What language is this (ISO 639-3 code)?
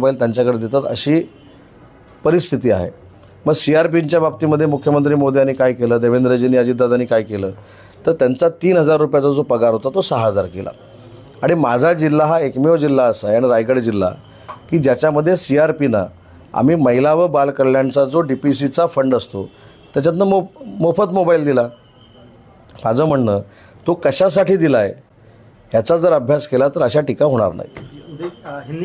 mar